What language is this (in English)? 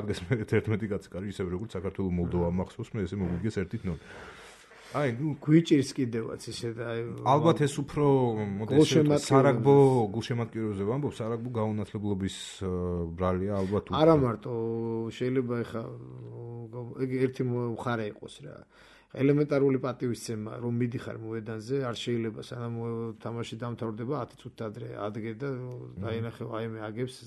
Georgian